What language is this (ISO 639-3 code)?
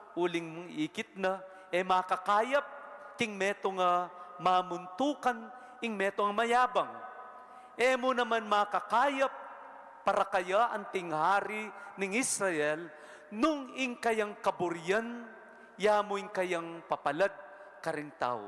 pam